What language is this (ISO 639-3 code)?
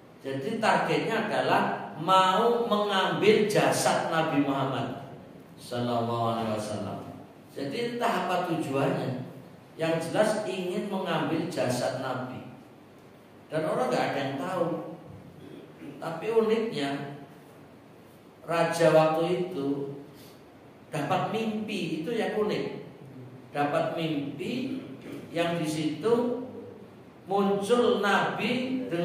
ind